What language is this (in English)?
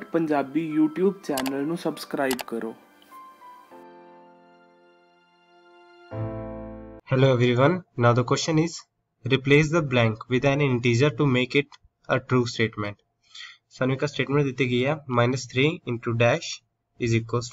Punjabi